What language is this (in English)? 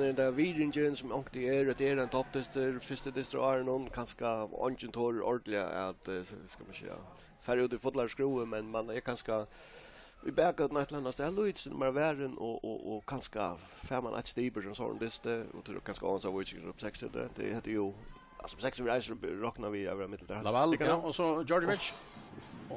Faroese